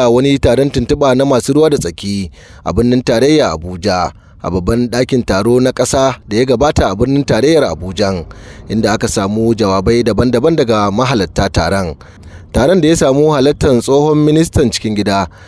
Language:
Hausa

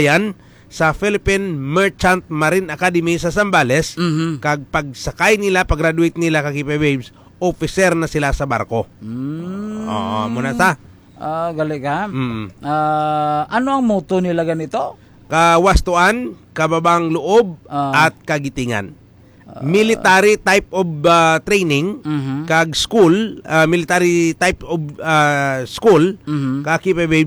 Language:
Hiligaynon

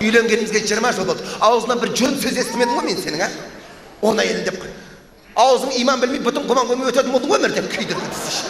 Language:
Kazakh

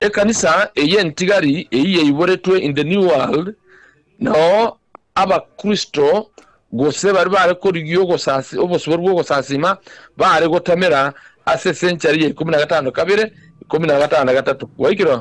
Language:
Gusii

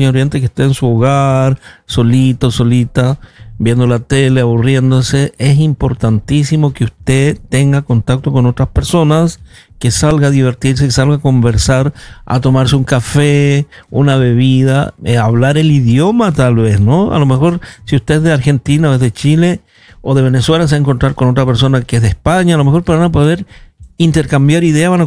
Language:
Spanish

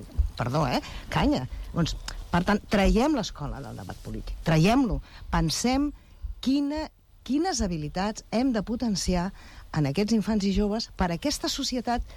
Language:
Catalan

